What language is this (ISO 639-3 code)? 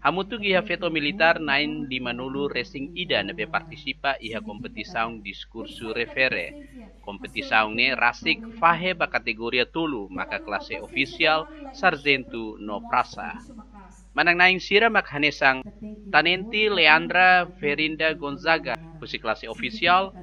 tet